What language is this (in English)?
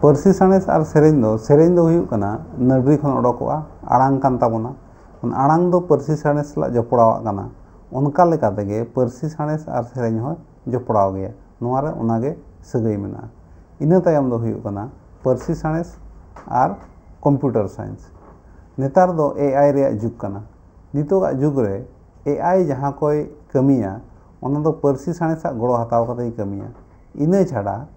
Santali